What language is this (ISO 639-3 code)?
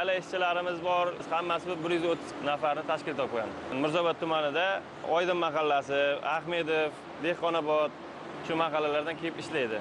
uzb